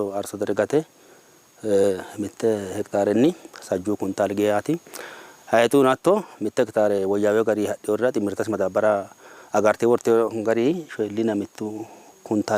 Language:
Sidamo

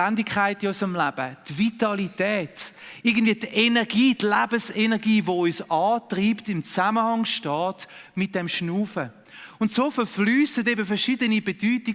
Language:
Swiss German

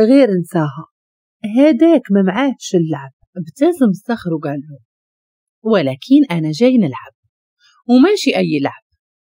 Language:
Moroccan Arabic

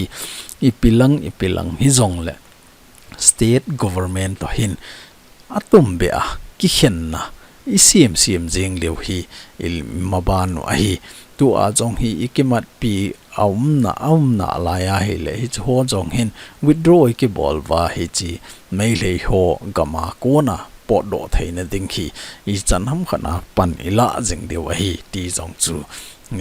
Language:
Thado Chin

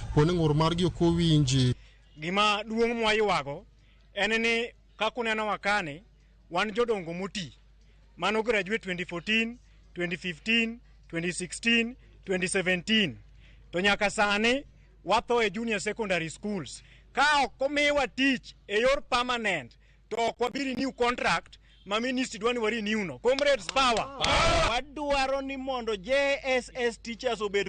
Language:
Luo (Kenya and Tanzania)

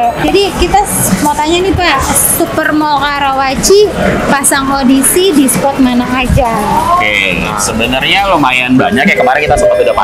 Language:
Indonesian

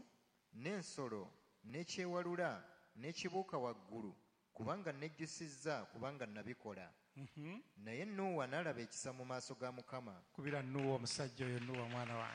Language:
Ganda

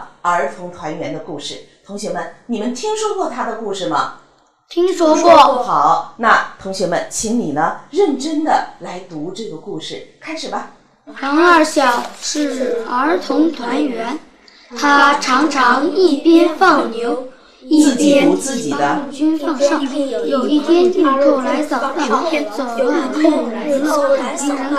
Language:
Chinese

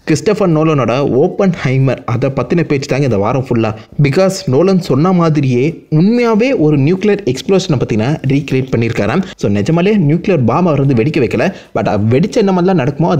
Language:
Tamil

